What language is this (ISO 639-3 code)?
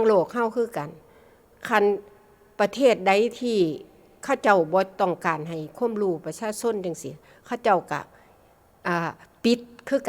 tts